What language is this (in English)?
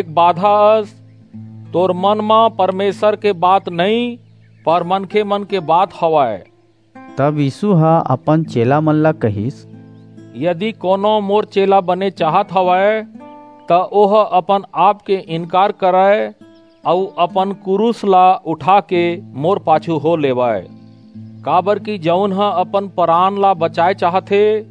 Chhattisgarhi